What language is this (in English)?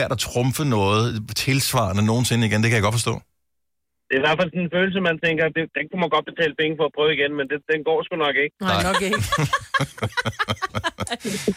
Danish